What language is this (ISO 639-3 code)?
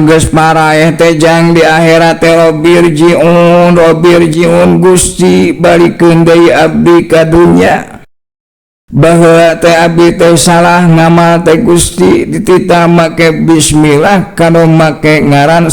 sun